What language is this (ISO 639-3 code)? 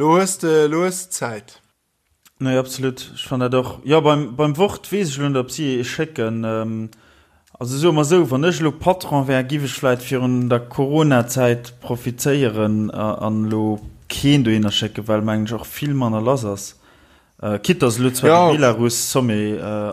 ltz